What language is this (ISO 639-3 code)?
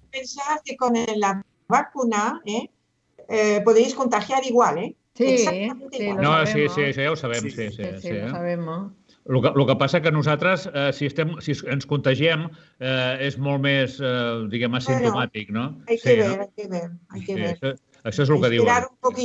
cat